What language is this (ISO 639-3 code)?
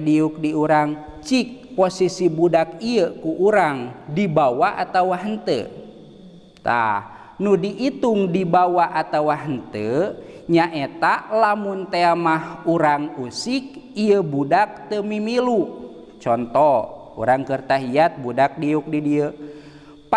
sun